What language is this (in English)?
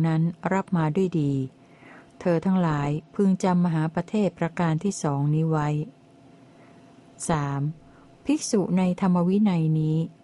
Thai